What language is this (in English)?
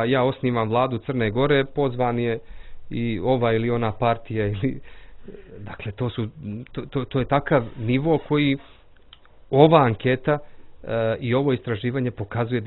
Serbian